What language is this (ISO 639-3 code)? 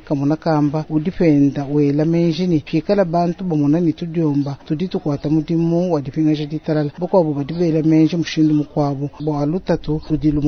lua